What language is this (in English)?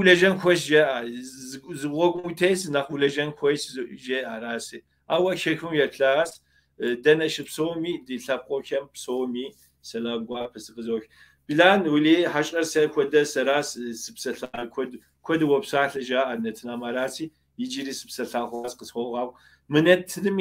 Kabardian